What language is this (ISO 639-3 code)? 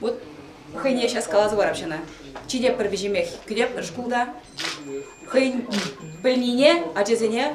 chv